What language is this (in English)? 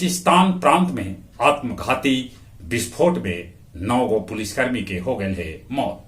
Magahi